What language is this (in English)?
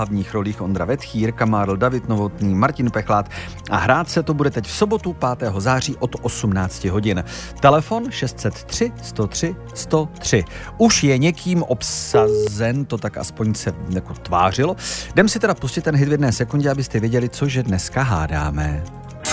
Czech